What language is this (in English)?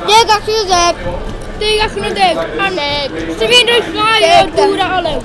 Welsh